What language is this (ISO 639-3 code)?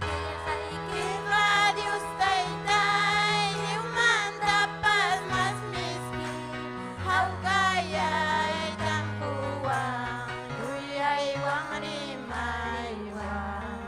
quy